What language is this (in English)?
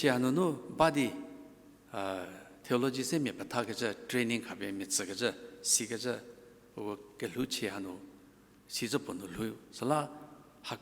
Angami Naga